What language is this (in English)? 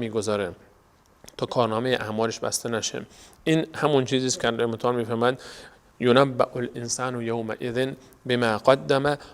Persian